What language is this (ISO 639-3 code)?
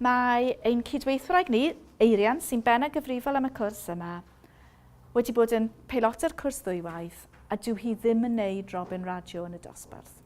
cym